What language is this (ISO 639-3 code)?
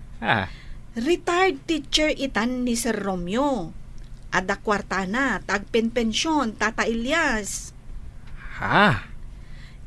ilo